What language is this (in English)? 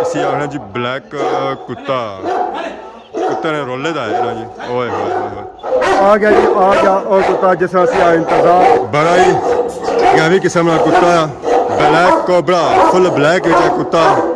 Pahari-Potwari